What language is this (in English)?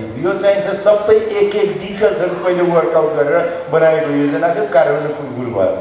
Nepali